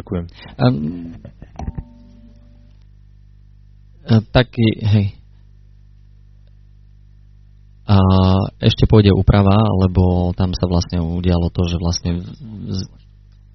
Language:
Slovak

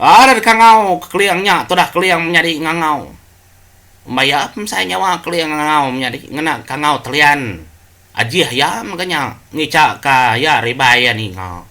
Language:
Iban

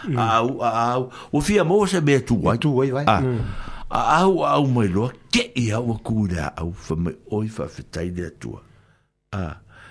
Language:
Samoan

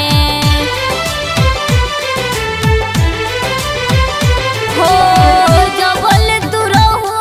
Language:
Bhojpuri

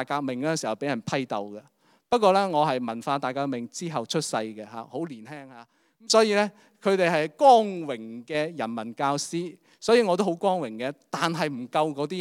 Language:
Cantonese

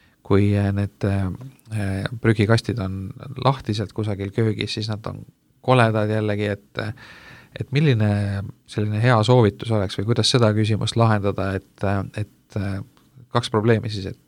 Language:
Estonian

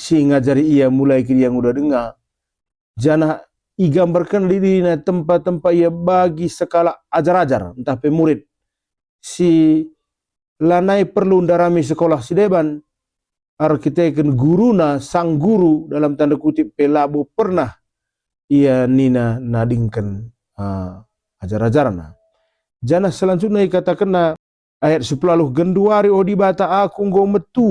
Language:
Batak Karo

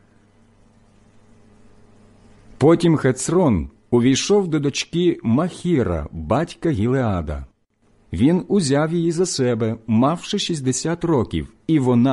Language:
Ukrainian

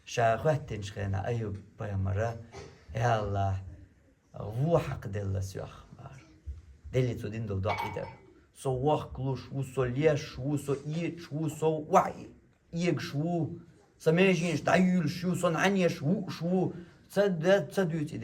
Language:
Chechen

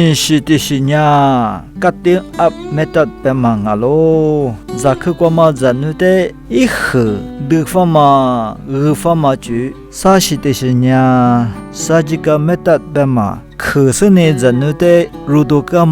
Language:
Lisu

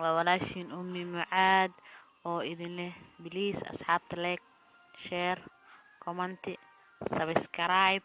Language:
Somali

